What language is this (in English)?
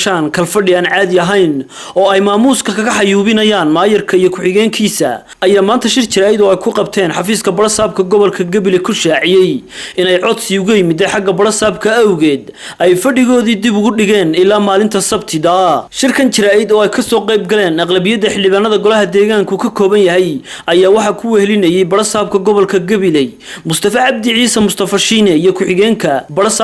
Somali